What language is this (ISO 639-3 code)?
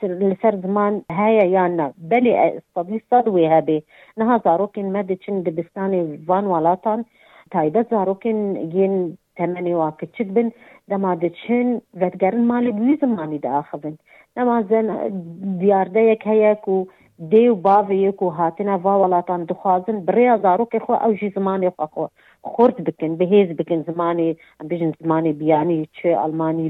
kur